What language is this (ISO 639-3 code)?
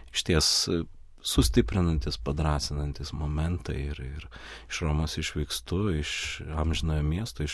lit